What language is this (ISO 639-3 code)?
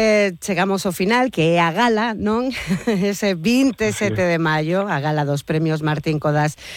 glg